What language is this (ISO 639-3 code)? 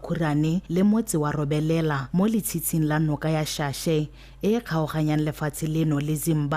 tsn